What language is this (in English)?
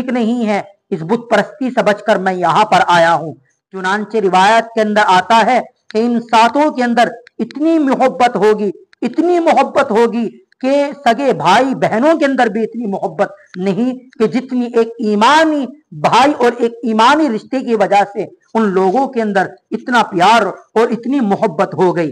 Urdu